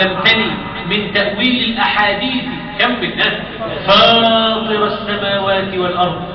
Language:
Egyptian Arabic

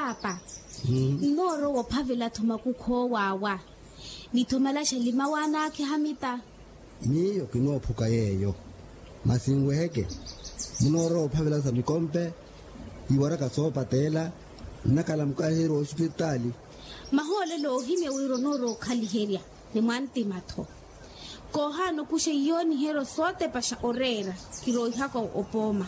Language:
Makhuwa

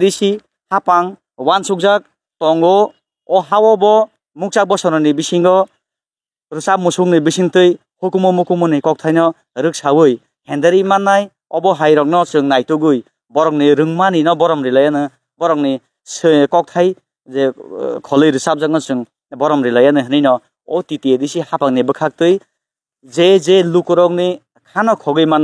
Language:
Kok Borok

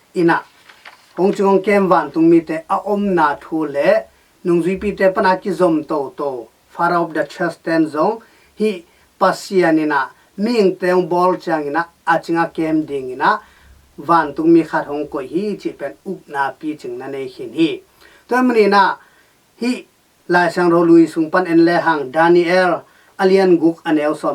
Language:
Tedim Chin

